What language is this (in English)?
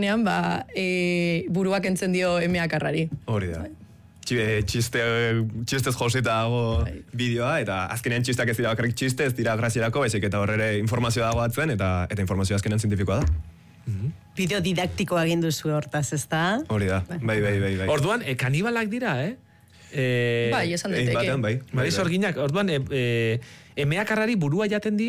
Basque